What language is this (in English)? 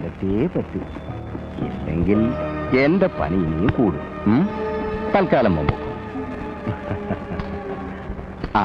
Malayalam